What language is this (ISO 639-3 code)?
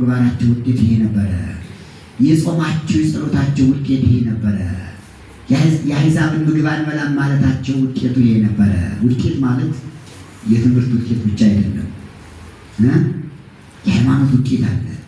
amh